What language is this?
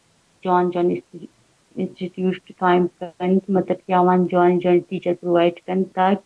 Baluchi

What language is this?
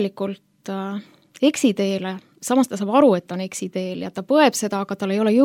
Estonian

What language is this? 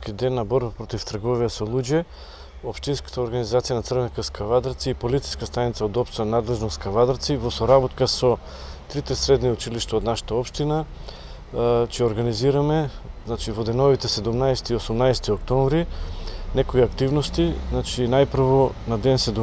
Macedonian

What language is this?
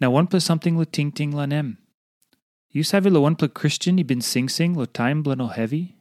Tok Pisin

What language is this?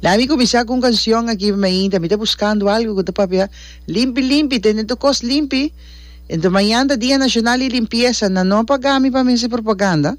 Papiamento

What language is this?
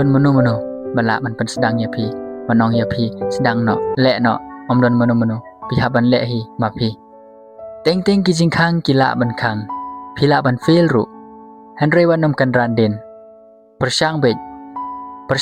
Khasi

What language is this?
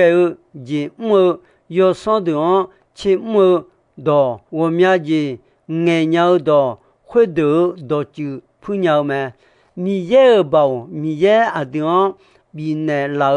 Akha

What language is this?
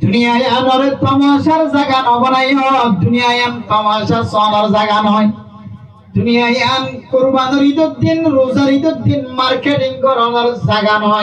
Rohingya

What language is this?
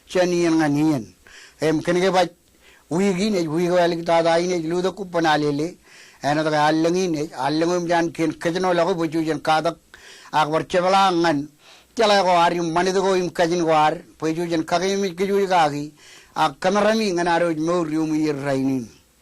Marshallese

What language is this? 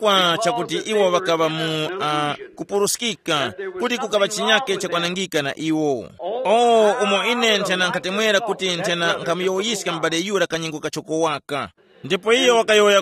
Tumbuka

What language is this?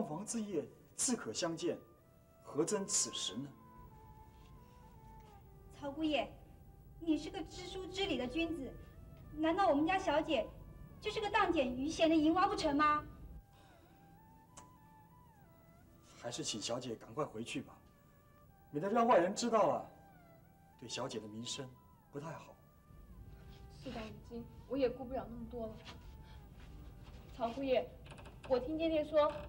Chinese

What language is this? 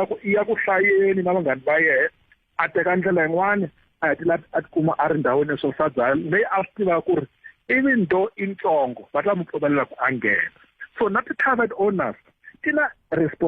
Tsonga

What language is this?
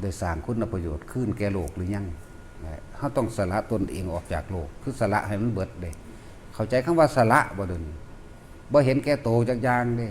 Northeastern Thai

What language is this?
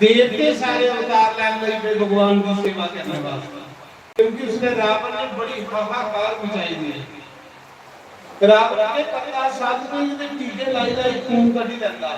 Dogri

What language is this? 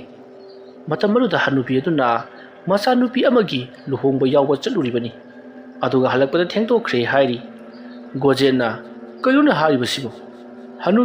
Manipuri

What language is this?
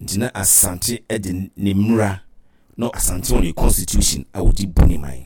Akan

